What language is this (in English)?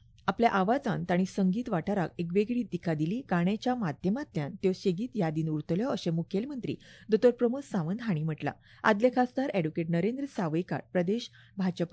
Konkani